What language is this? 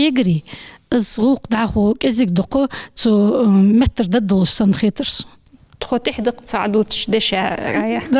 Ingush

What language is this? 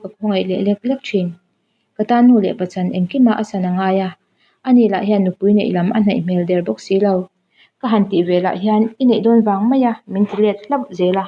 Mizo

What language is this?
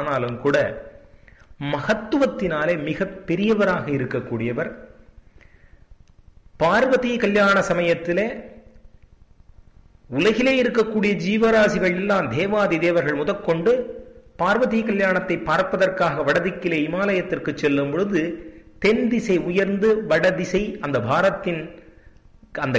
Tamil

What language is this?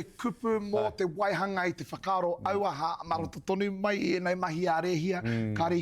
Māori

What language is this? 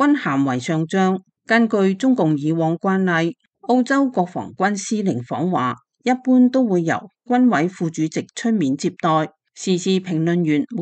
Cantonese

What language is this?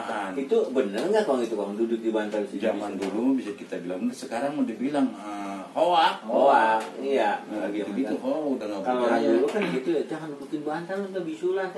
Betawi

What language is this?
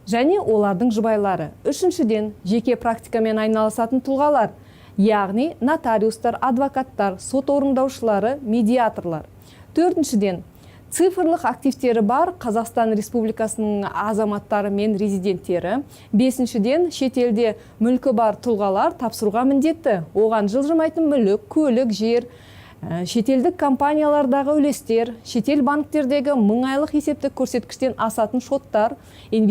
Kazakh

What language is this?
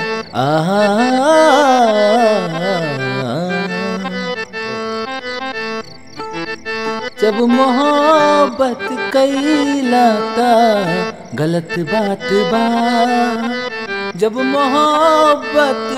Bhojpuri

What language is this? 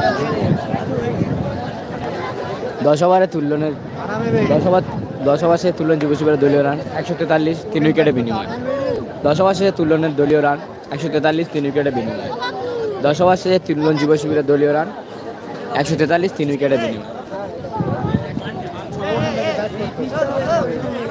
Bangla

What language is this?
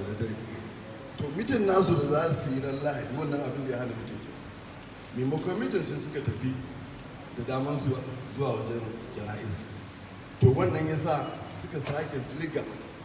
Hausa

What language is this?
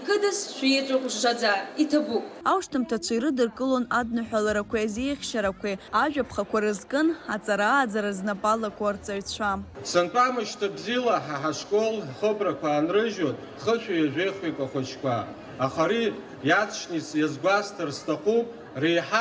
Abkhazian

